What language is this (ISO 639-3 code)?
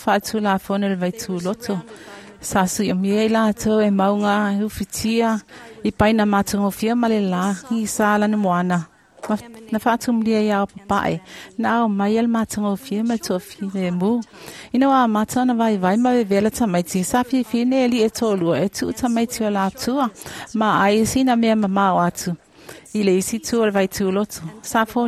smo